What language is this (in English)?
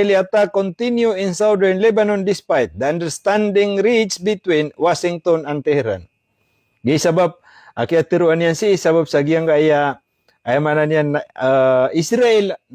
Maranao